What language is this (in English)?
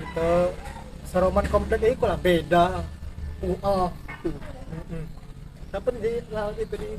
Musi